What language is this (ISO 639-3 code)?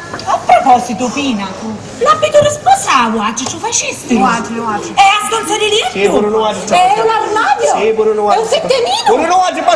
scn